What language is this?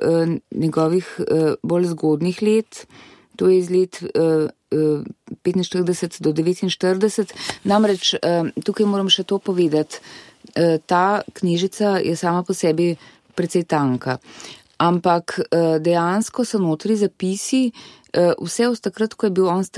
Slovenian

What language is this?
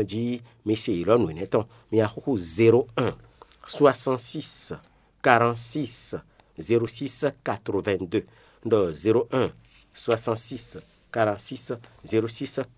Fon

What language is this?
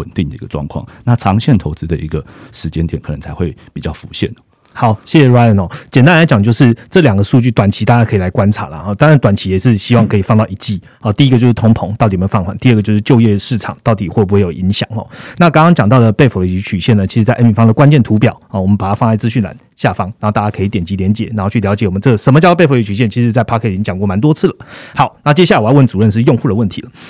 Chinese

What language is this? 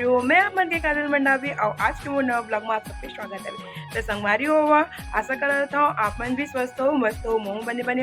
Chhattisgarhi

